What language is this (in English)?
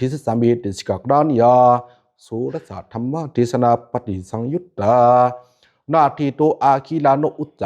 Pali